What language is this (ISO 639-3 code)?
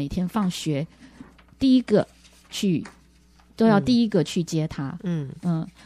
zho